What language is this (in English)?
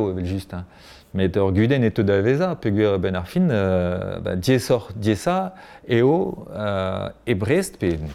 Breton